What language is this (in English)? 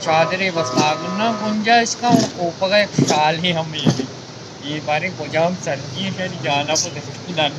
Baluchi